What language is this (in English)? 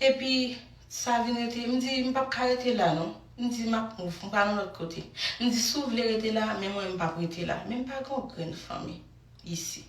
Haitian Creole